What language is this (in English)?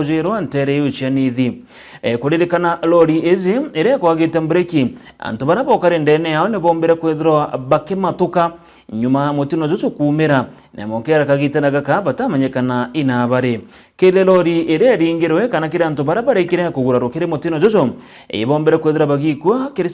Meru